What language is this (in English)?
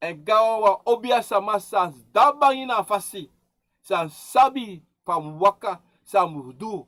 Sranan Tongo